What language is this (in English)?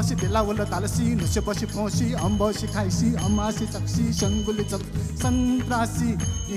Newari